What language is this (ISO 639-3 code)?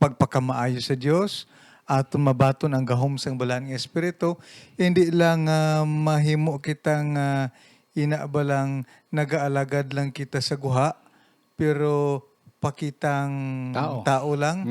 hil